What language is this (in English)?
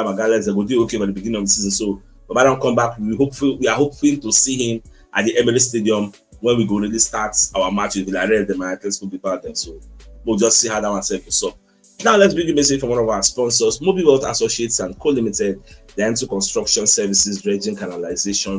Nigerian Pidgin